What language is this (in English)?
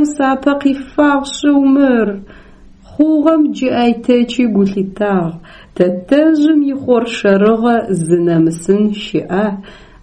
Adyghe